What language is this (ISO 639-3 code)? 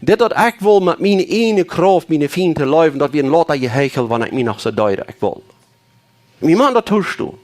pdt